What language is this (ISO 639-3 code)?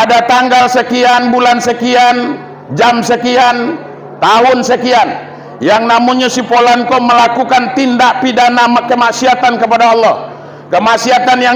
min